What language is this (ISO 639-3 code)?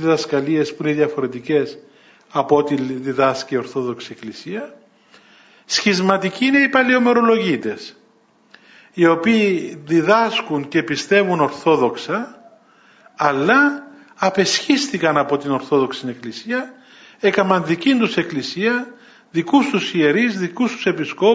ell